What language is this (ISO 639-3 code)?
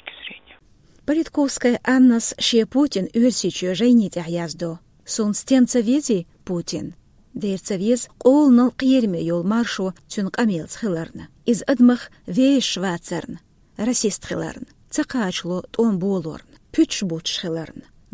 che